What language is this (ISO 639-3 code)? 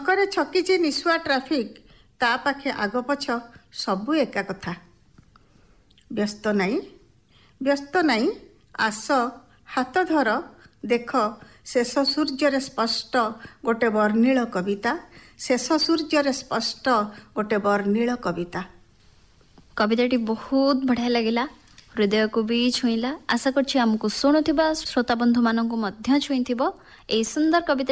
ori